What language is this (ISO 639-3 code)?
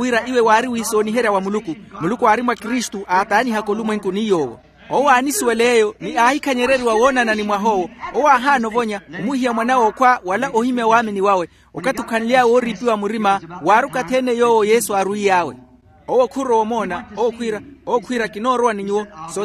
vmw